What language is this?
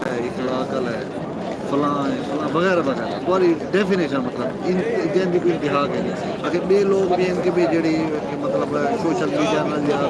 Saraiki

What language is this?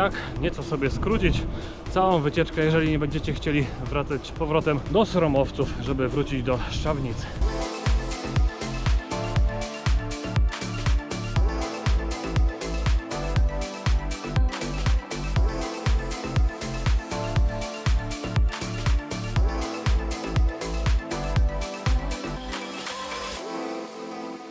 Polish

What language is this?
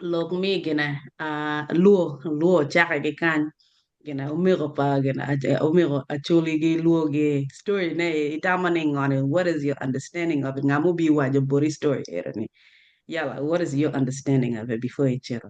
Acoli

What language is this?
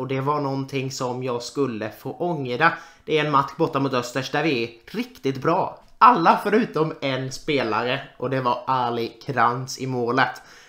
Swedish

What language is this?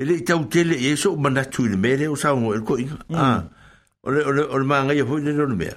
Samoan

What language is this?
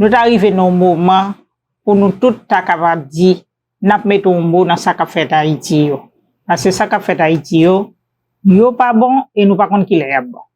Haitian Creole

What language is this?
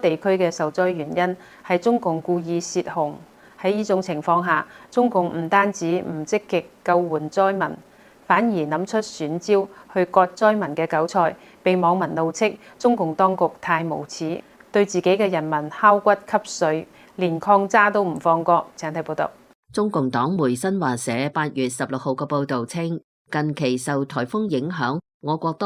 Cantonese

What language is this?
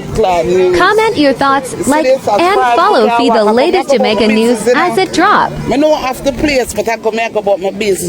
Jamaican Creole English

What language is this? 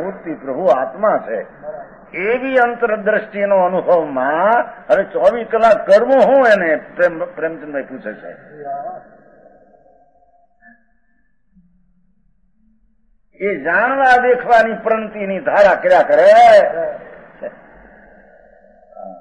Gujarati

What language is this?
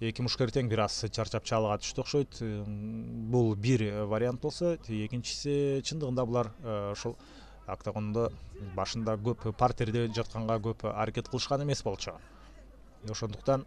Kyrgyz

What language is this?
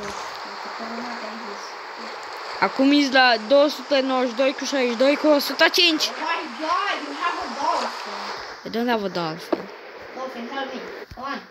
Romanian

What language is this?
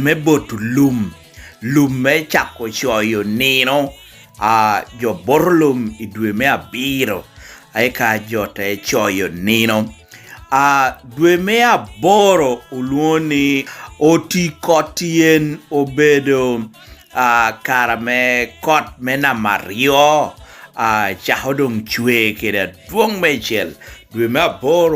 Lango (Uganda)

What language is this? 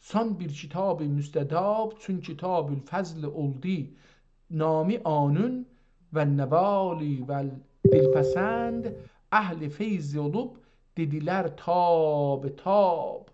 South Azerbaijani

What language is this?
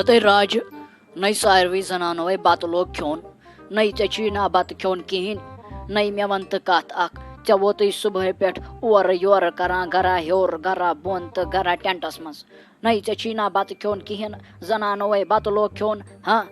Kashmiri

